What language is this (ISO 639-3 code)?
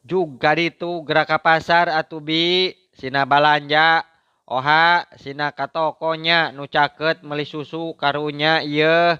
sun